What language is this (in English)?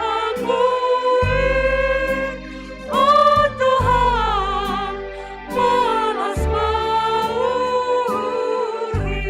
Batak Simalungun